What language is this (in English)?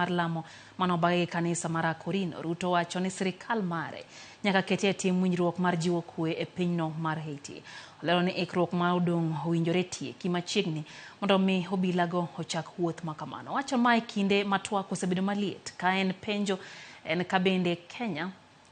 Luo (Kenya and Tanzania)